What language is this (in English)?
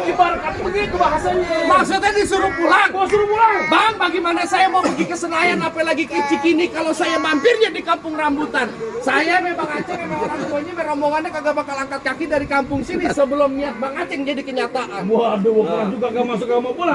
Betawi